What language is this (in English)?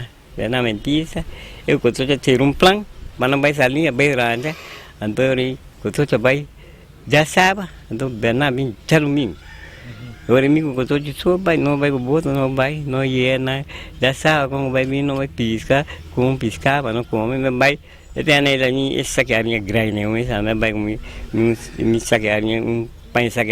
Papiamento